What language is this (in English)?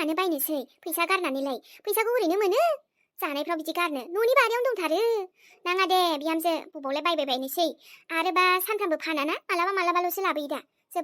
Bodo